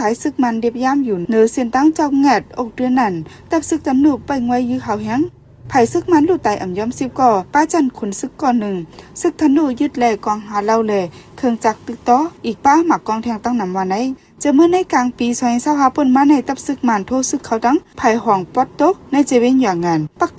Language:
Shan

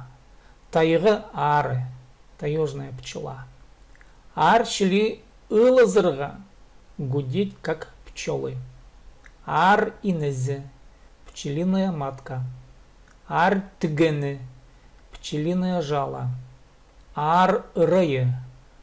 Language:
Khakas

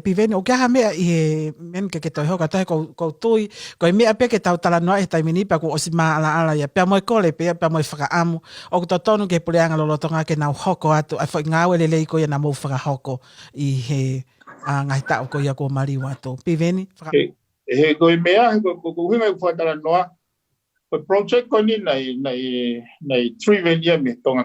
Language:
Tongan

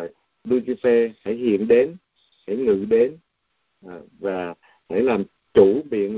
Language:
Vietnamese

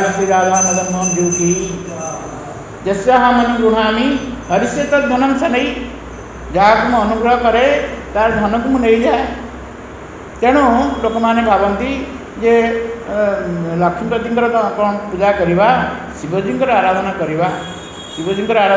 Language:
Odia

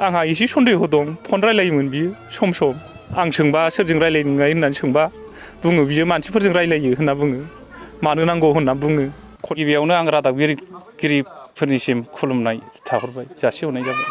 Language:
Bodo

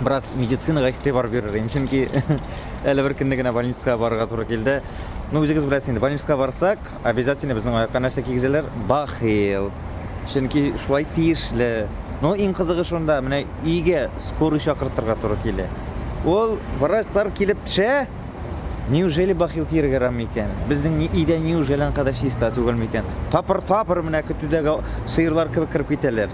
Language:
Tatar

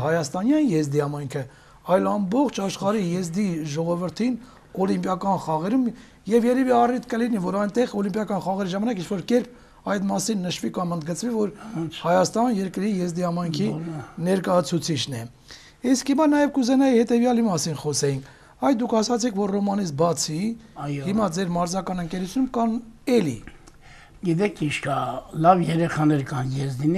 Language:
Armenian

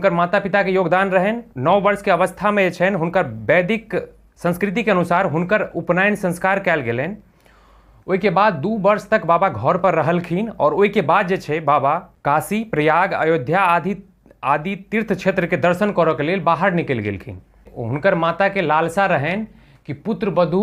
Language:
Maithili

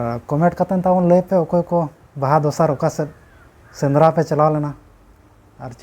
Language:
Santali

